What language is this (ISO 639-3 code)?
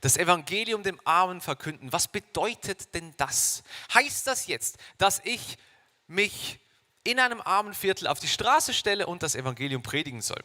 gsw